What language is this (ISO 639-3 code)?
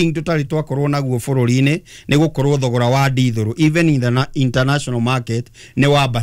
kik